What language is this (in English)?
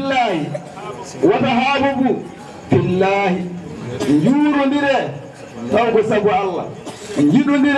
Fula